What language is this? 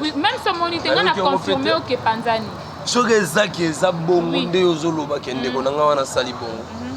Lingala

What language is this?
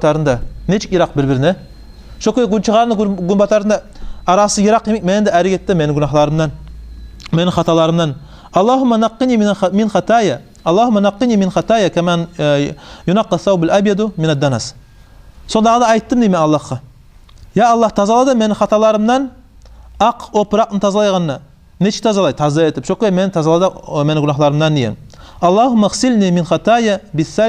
Kumyk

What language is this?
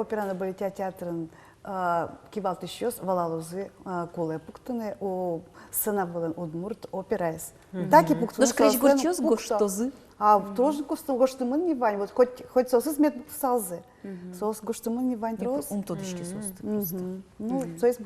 Udmurt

